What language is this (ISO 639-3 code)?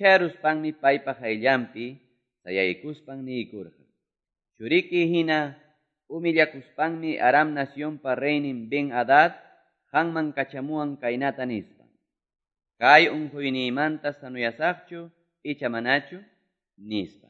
que